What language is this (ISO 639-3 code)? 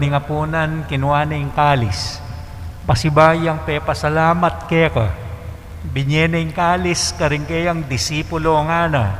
pam